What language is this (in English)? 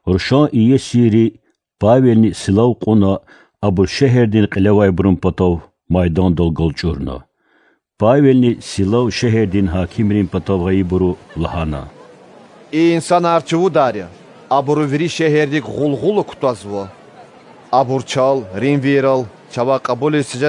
Lezghian